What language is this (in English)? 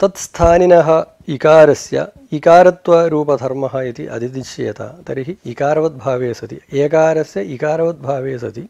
Sanskrit